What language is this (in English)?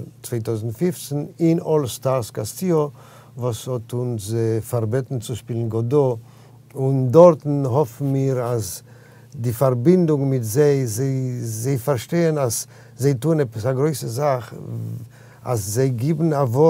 Yiddish